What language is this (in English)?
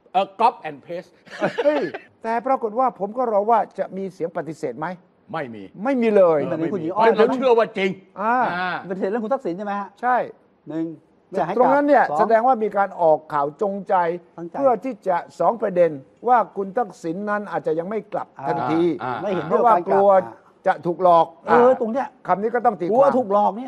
Thai